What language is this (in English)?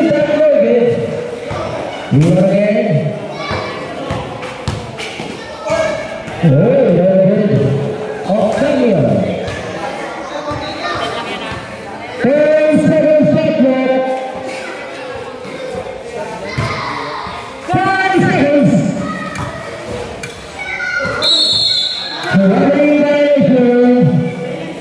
Filipino